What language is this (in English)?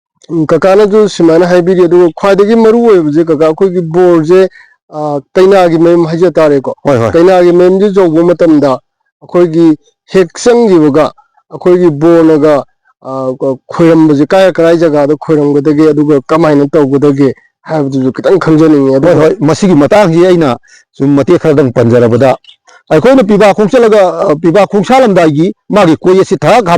Manipuri